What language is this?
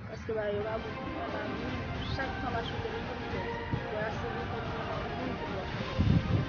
Haitian Creole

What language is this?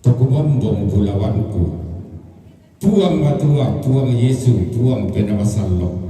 Toraja-Sa'dan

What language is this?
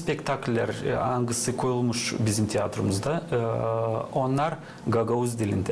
Gagauz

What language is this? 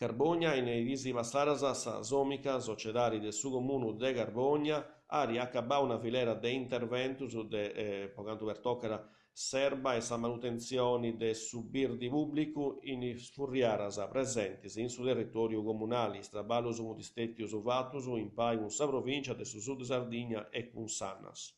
Sardinian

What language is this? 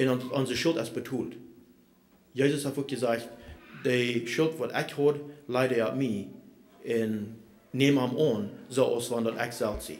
Plautdietsch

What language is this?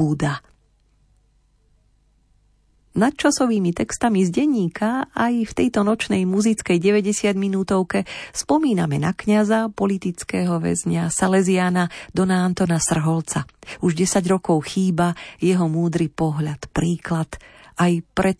Slovak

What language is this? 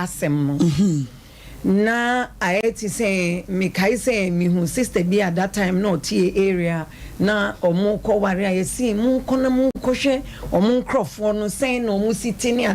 Akan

